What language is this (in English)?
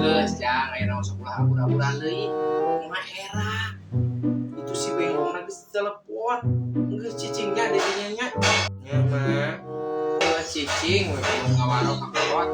Sundanese